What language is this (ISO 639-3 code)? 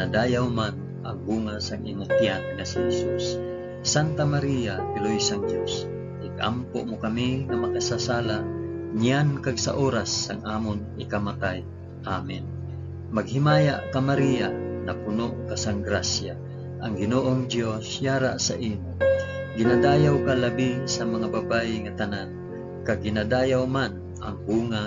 hil